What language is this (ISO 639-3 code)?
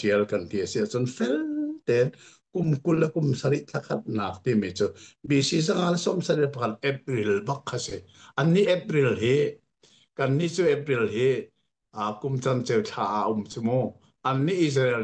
cnh